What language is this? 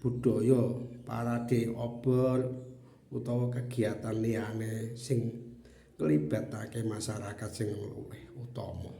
Javanese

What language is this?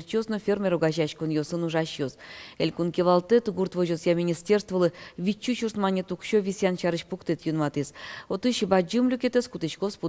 Udmurt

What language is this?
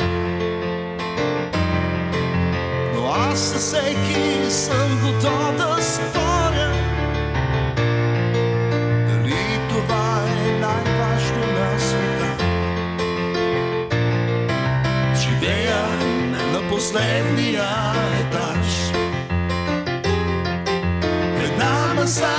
Bulgarian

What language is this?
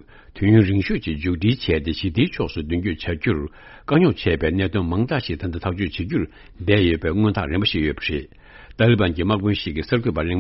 Tibetan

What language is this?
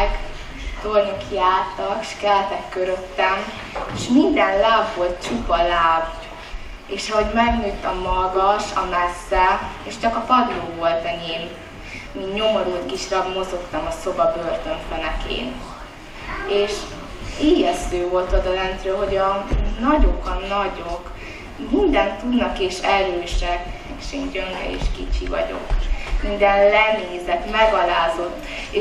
Hungarian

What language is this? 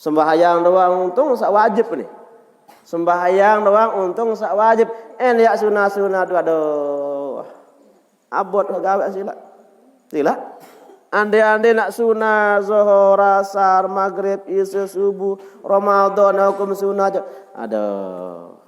Sasak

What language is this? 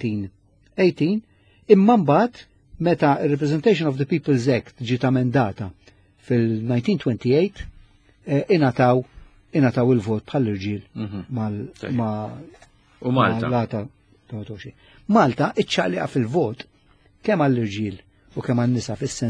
Maltese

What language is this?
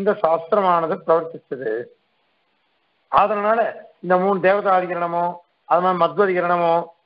Tamil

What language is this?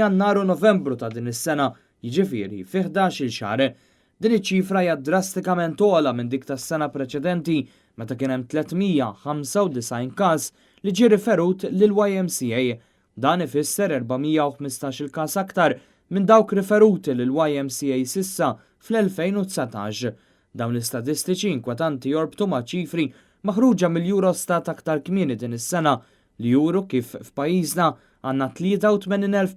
Maltese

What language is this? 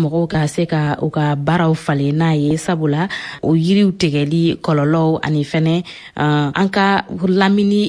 Bambara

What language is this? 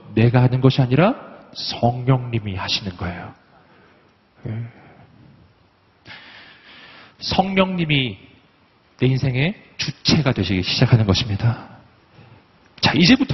Korean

